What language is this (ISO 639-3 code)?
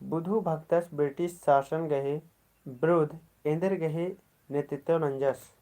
kru